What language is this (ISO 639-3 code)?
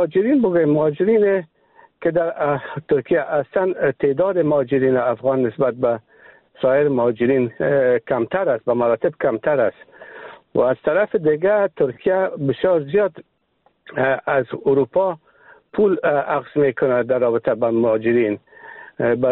fas